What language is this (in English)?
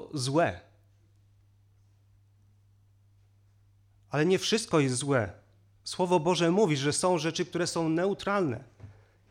Polish